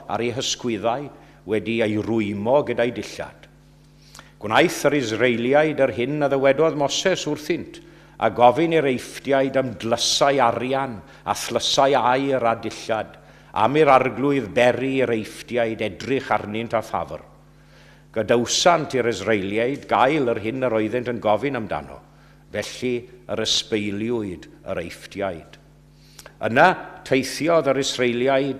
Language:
Welsh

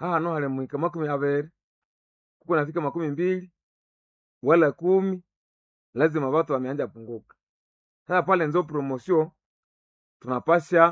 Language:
Nande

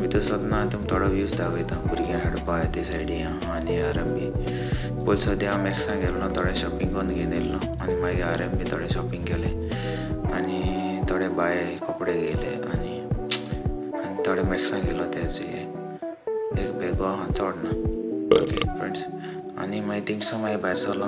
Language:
Konkani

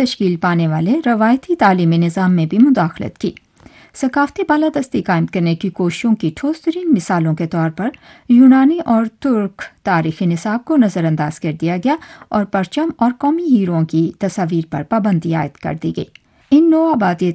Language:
Urdu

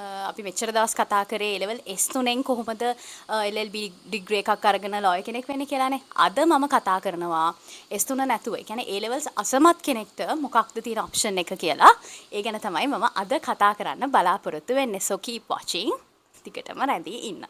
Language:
Sinhala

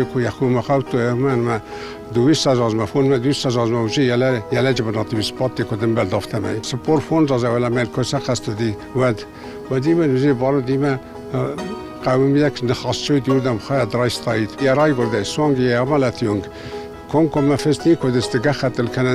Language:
Ossetic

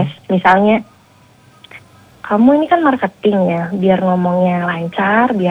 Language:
Indonesian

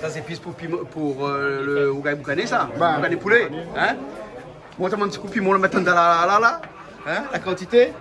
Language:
Réunion Creole French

